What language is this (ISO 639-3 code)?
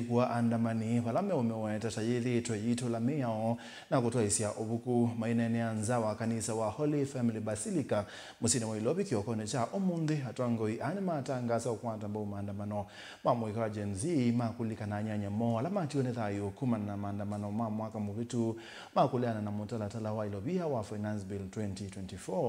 kam